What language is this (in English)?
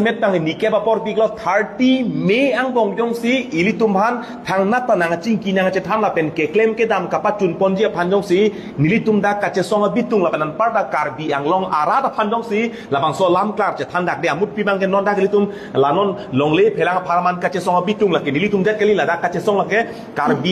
Karbi